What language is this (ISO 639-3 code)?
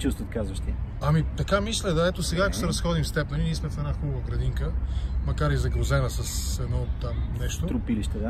bul